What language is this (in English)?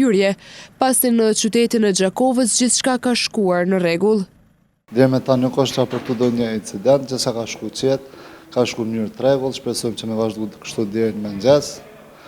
Albanian